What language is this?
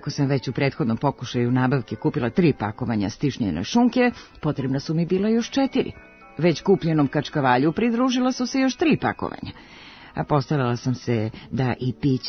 Serbian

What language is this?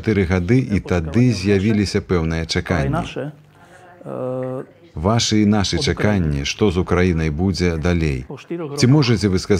Belarusian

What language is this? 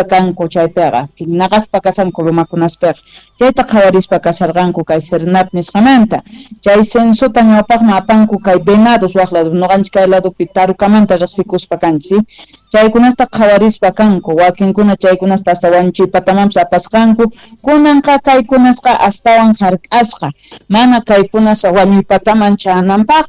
Quechua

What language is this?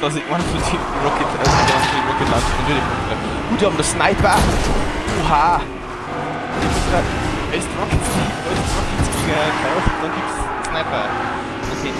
Bavarian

